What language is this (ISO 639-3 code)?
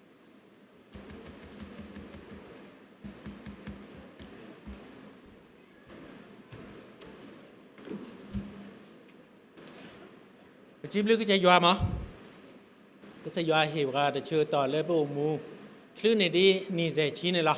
ksw